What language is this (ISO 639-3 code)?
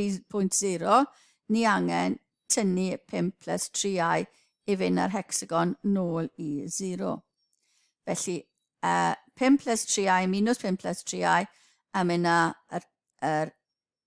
cym